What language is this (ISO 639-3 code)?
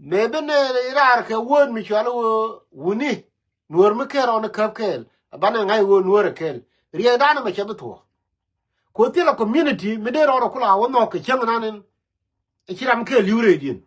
nus